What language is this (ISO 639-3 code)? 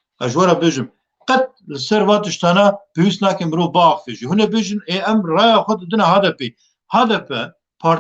kur